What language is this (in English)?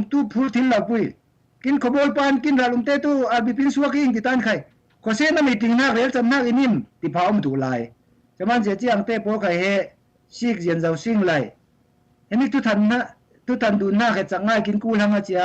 Falam Chin